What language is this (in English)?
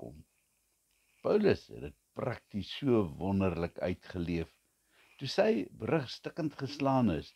Afrikaans